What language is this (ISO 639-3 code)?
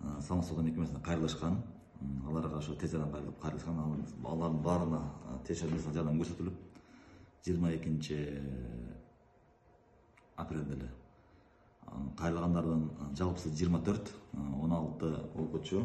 kir